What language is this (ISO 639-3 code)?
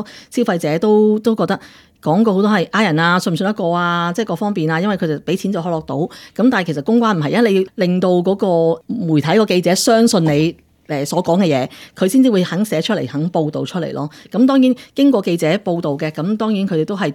yue